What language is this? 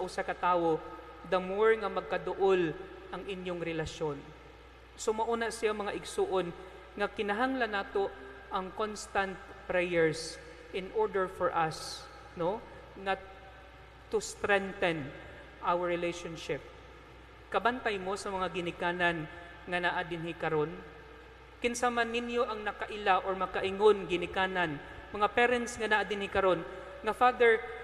Cebuano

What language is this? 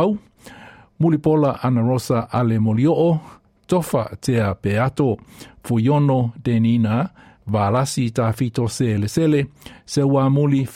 Samoan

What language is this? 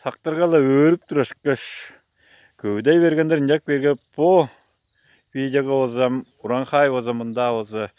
Tuvinian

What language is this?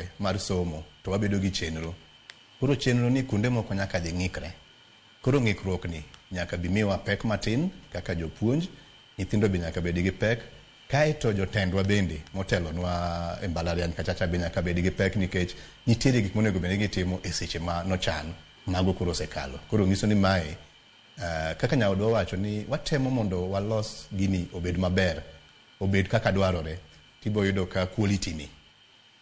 Luo (Kenya and Tanzania)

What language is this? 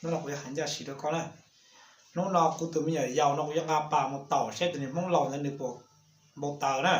Hmong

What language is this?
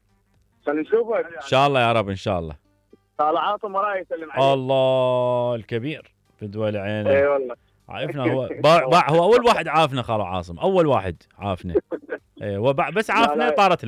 Mesopotamian Arabic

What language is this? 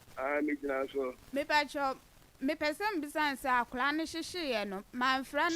Akan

